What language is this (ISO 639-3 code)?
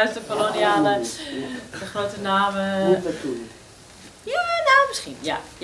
nld